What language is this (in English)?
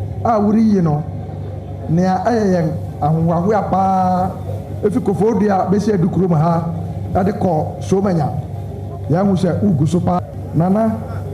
Akan